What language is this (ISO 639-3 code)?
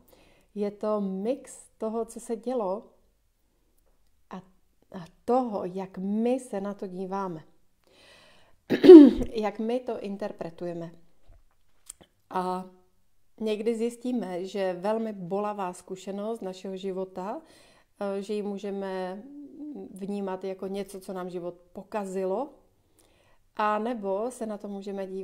ces